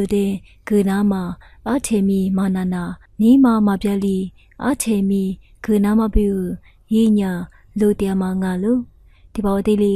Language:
Lisu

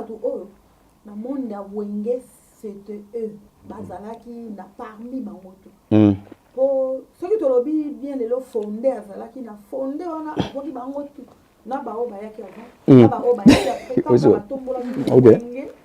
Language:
Lingala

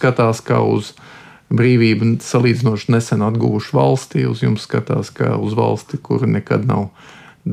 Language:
Latvian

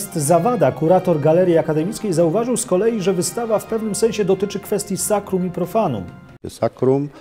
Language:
Polish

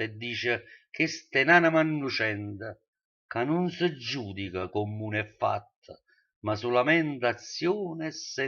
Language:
Neapolitan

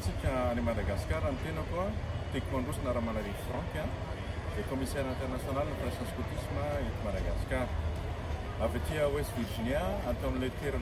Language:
Malagasy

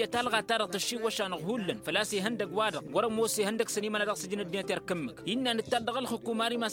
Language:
Tamasheq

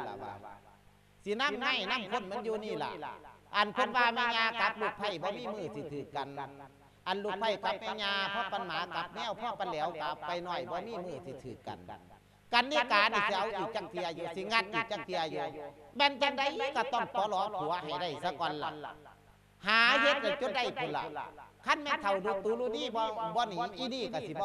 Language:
Lao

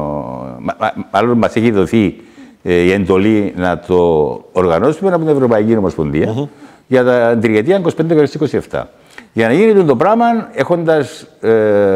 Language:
Greek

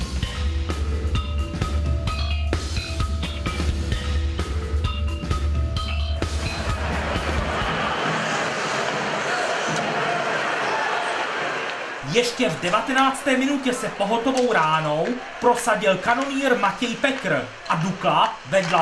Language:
Czech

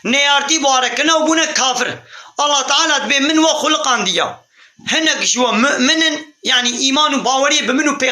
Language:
Kurdish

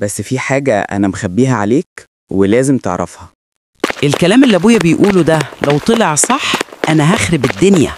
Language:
Egyptian Arabic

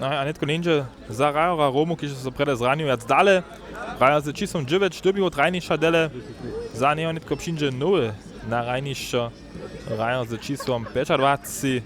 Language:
Upper Sorbian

